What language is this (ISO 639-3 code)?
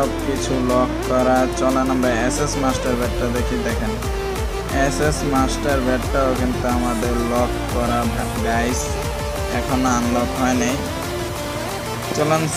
ben